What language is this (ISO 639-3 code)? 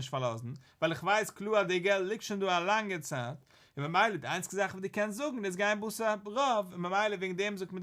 yid